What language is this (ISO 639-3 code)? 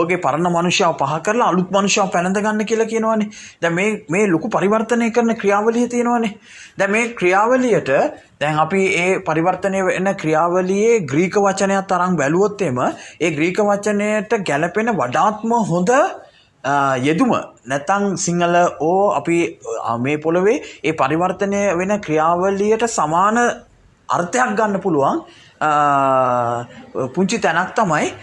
sin